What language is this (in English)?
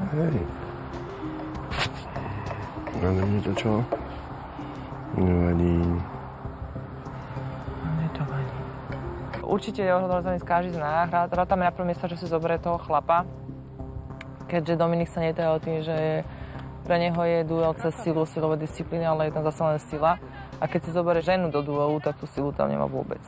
Slovak